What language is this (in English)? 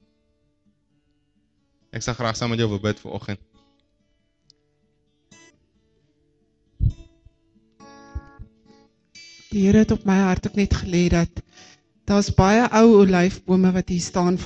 Afrikaans